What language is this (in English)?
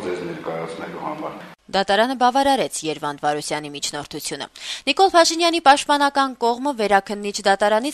Armenian